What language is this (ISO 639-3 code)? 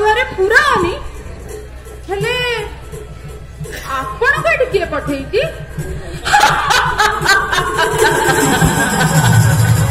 ori